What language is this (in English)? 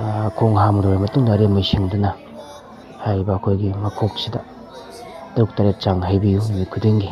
Manipuri